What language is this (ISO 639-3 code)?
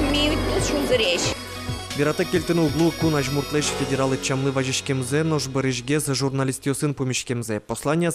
udm